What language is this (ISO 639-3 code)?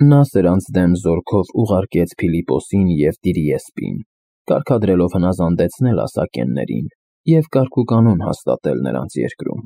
hye